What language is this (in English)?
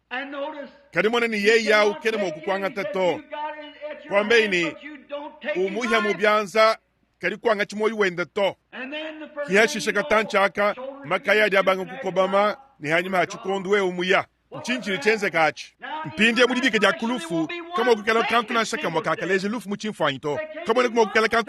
Luba-Lulua